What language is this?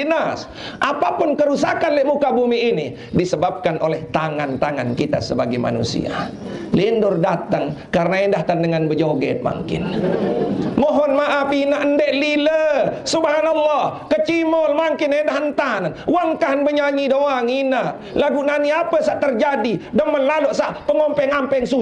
Sasak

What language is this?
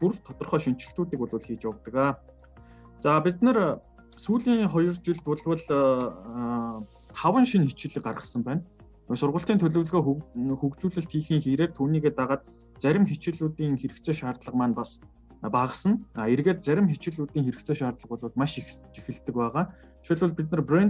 Mongolian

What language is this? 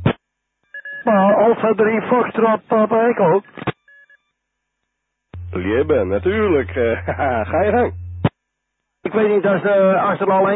Dutch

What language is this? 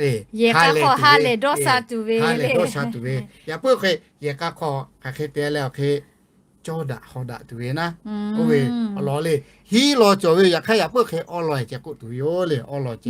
Lahu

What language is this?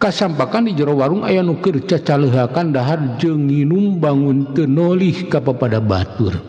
Sundanese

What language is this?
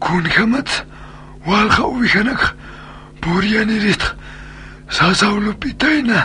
Aymara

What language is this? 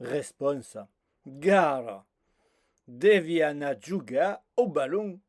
Occitan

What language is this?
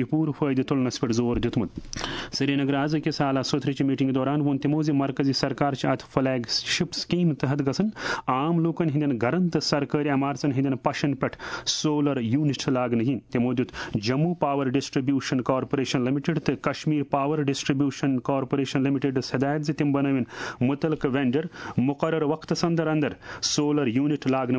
Kashmiri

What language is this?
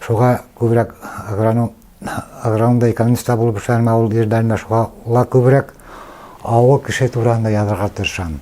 Bashkir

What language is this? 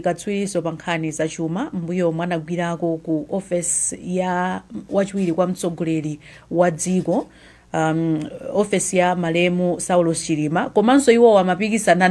Nyanja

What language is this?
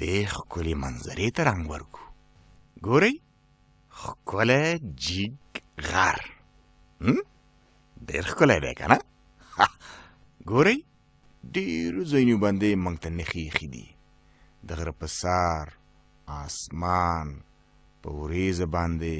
Pashto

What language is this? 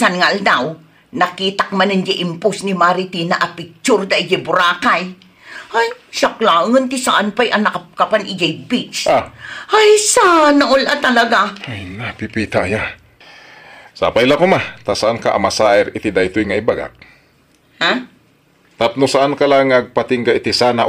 Iloko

